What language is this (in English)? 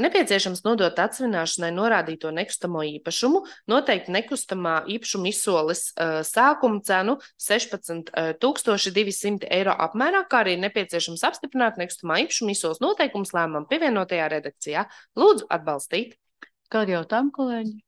Latvian